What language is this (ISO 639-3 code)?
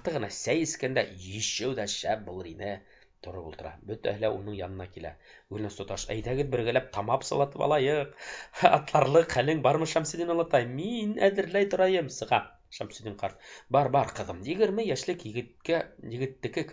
bak